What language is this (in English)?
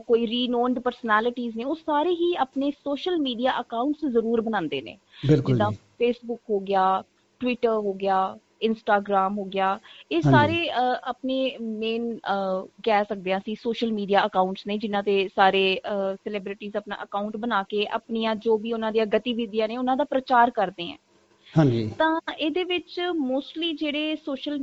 Punjabi